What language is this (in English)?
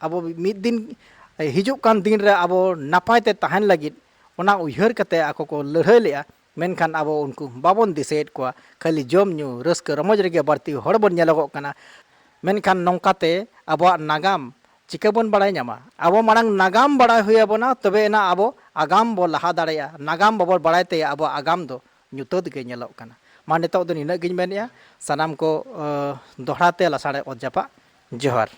Santali